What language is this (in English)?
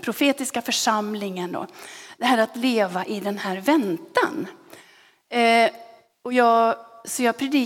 Swedish